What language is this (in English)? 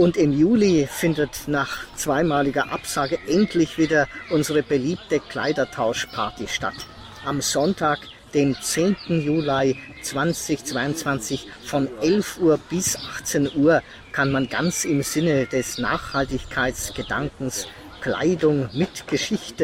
German